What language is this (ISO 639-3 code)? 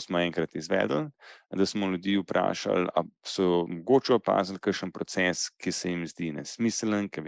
slv